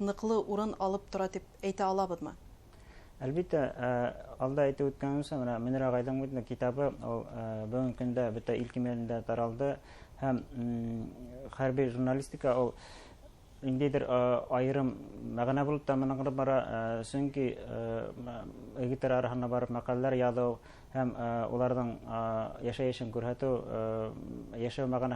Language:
Bashkir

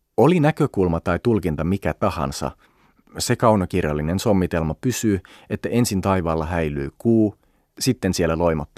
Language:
Finnish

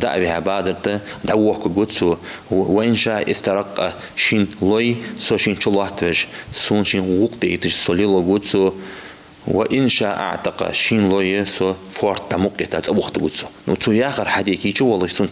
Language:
Ingush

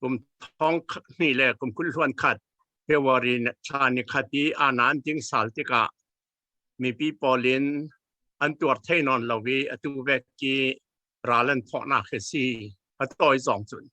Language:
Falam Chin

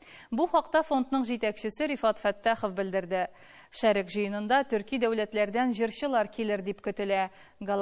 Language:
Tatar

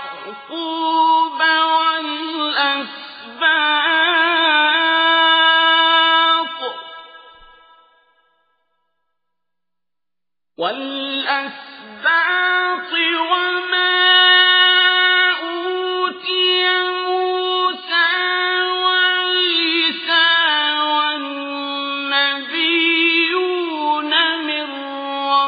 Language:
Arabic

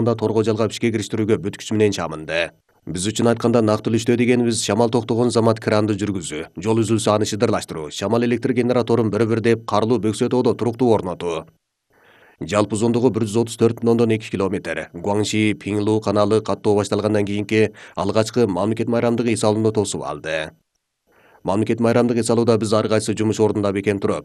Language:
Kyrgyz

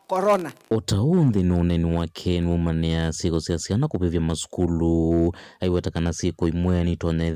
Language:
Kamba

